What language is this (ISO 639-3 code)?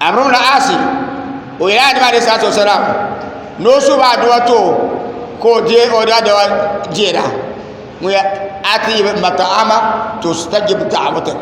dag